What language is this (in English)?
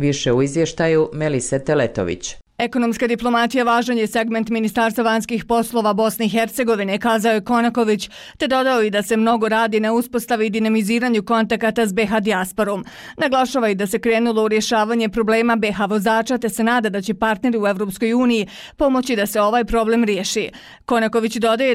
Bosnian